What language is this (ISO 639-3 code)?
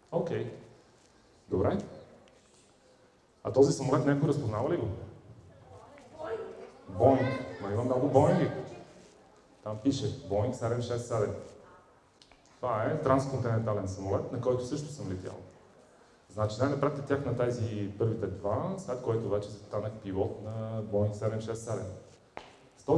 bul